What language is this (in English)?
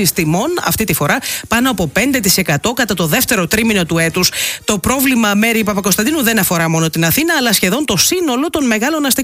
Greek